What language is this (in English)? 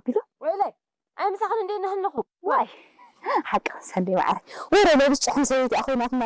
Tigrinya